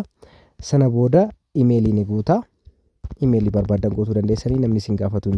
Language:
Oromo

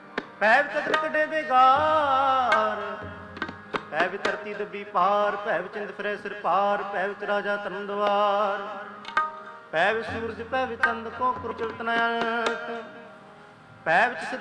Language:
Punjabi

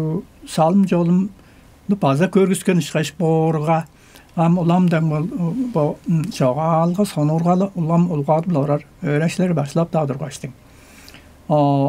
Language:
Tuvinian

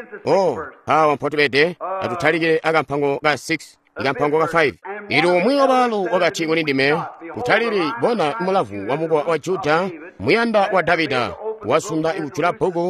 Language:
Tonga (Zambia)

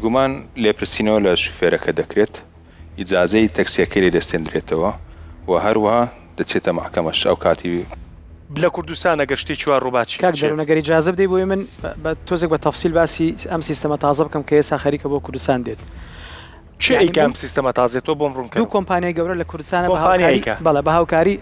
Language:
Central Kurdish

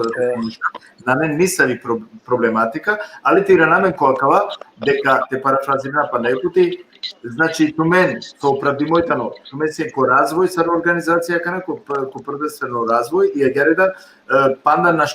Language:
Balkan Romani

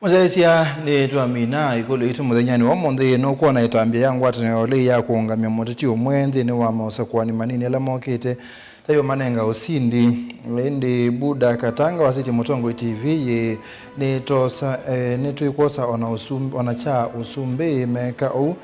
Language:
Kamba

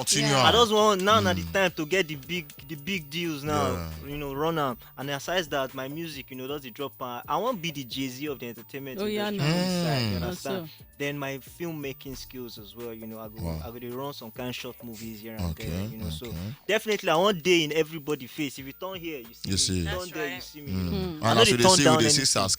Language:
Nigerian Pidgin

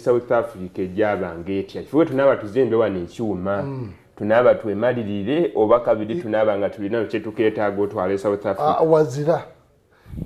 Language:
Soga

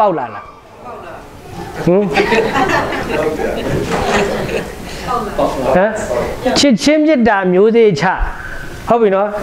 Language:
Burmese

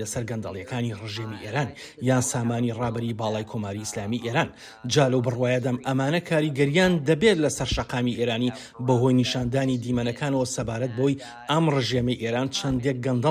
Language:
Central Kurdish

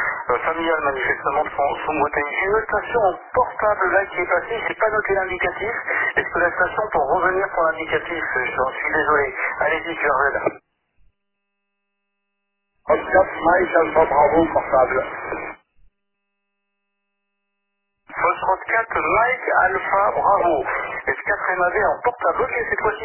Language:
French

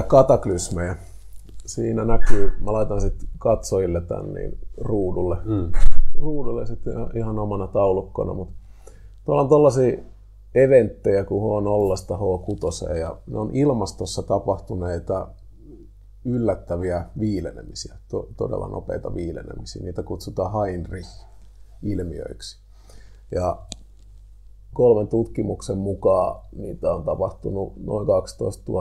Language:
Finnish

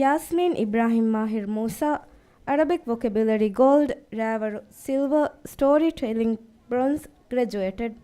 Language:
Divehi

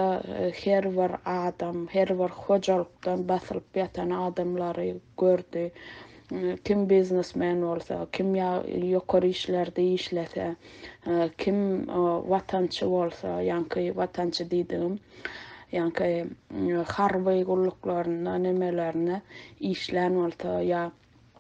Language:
Turkmen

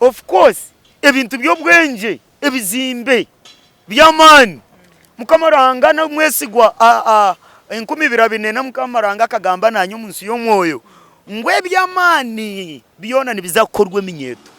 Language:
Nyankole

